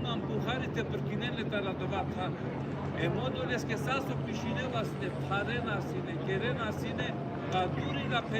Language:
Balkan Romani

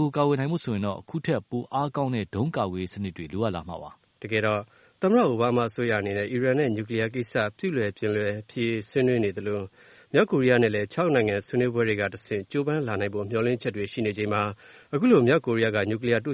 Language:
Burmese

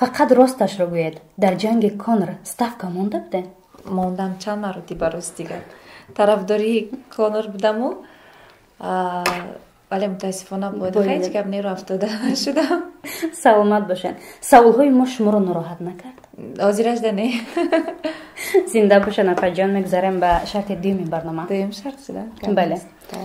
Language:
Tajik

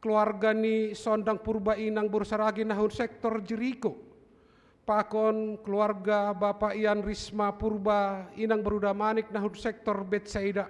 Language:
Batak Simalungun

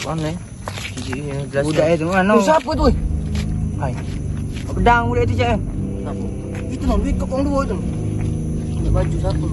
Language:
Musi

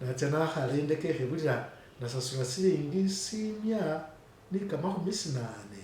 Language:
Masaaba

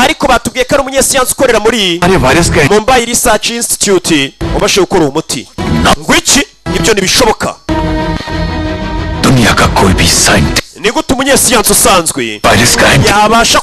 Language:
Kinyarwanda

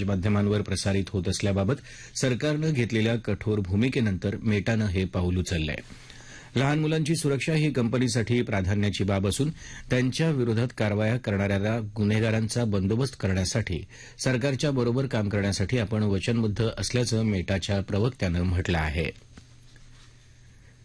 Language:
Marathi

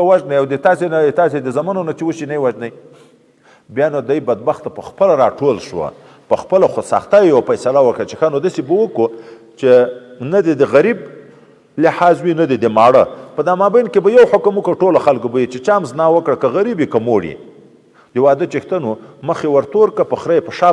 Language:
Pashto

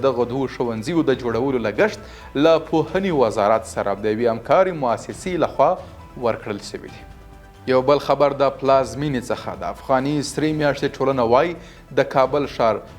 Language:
Pashto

